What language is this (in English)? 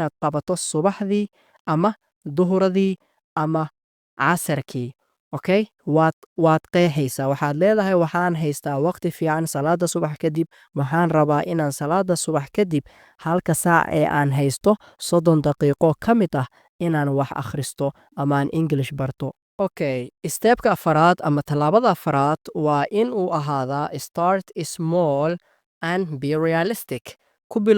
Somali